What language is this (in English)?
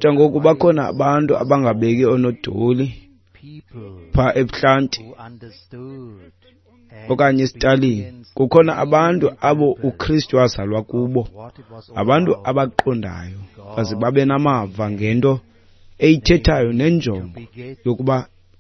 Xhosa